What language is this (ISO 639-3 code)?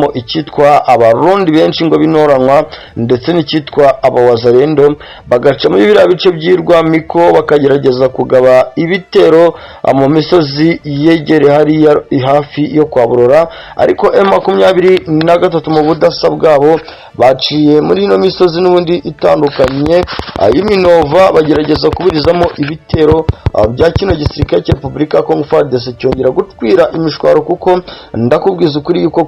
kin